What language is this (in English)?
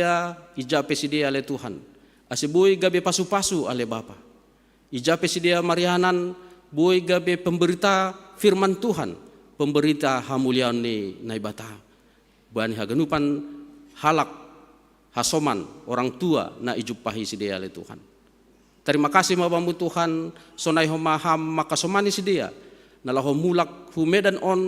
Batak Simalungun